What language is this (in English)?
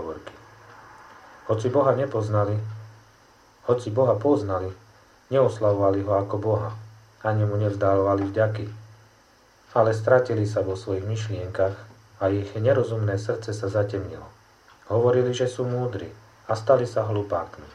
Slovak